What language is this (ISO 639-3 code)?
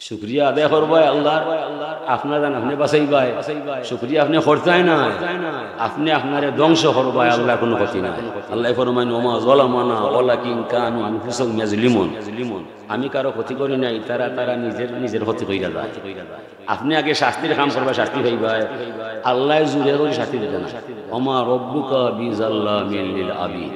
syl